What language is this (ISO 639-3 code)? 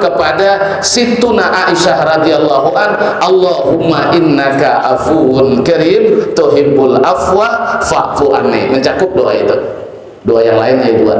bjn